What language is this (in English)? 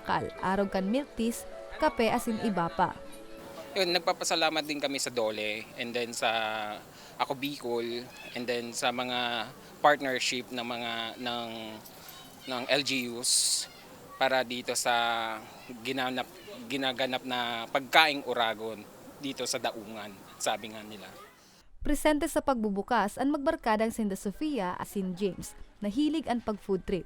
Bikol